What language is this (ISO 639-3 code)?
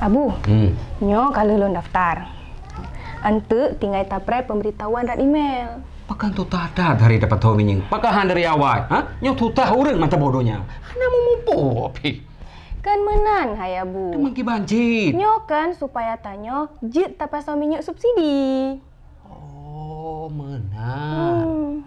ace